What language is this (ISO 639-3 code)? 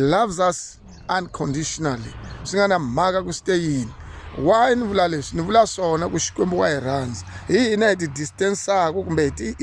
tso